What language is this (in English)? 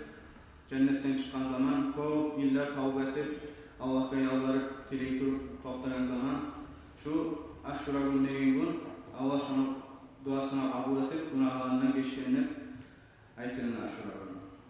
Kumyk